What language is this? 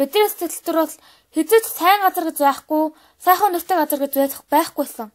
Mongolian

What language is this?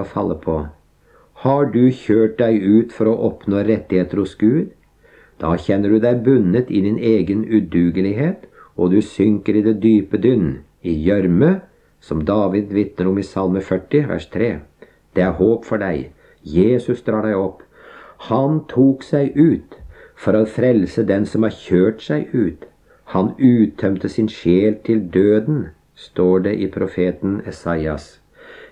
Norwegian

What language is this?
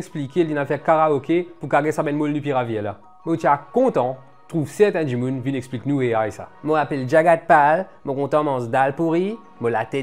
Morisyen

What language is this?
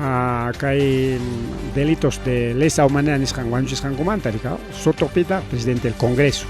Ayacucho Quechua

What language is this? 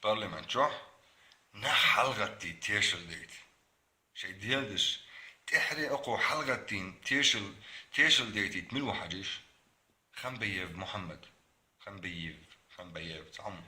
Chechen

